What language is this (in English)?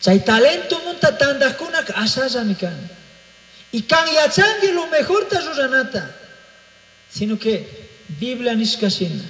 Chimborazo Highland Quichua